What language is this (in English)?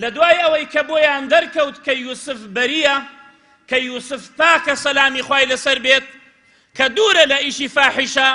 Central Kurdish